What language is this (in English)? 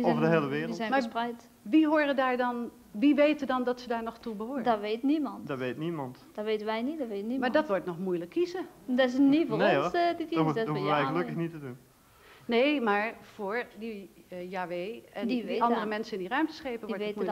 Dutch